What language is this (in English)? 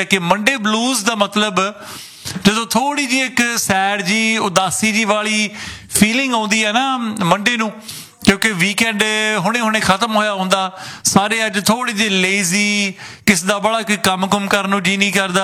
Punjabi